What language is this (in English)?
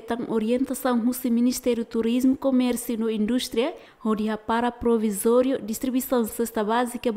Tetum